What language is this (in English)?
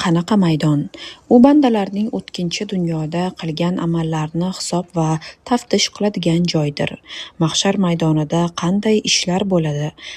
Uzbek